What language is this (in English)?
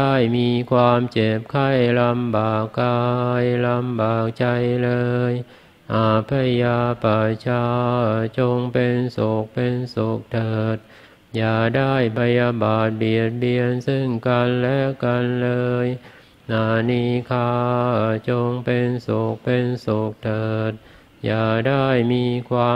Thai